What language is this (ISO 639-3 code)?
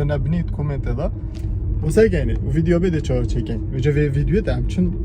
kur